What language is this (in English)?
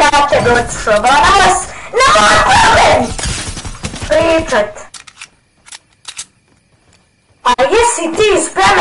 Croatian